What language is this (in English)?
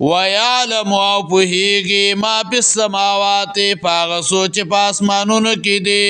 Pashto